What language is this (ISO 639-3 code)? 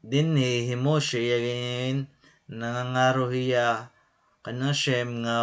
war